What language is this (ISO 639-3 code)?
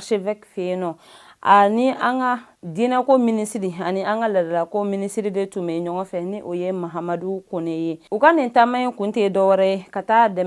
bam